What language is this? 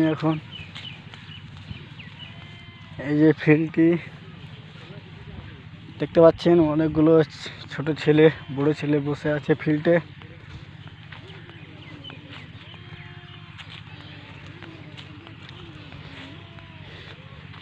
Bangla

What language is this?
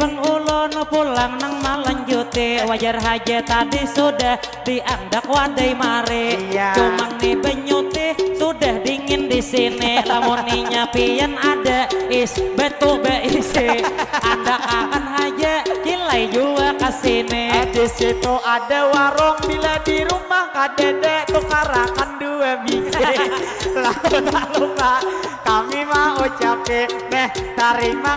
Banjar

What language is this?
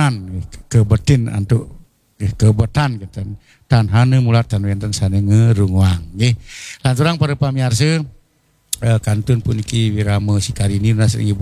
Balinese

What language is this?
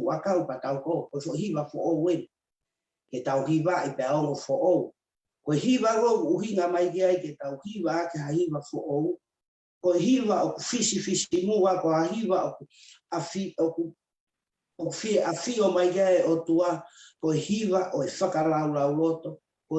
Tongan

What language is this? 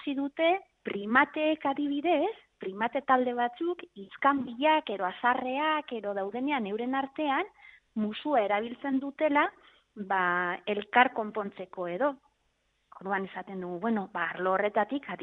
Basque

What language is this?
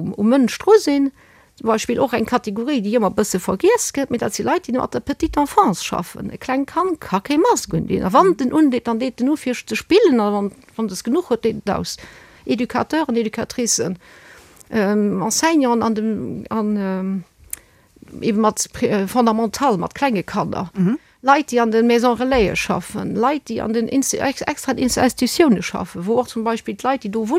Luxembourgish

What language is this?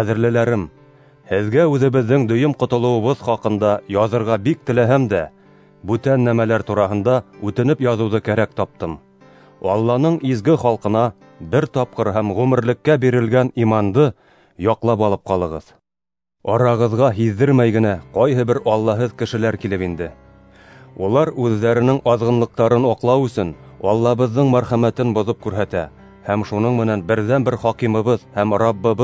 Bashkir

